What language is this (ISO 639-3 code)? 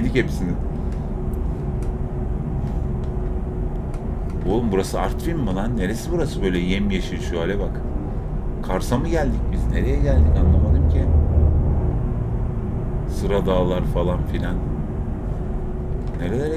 tur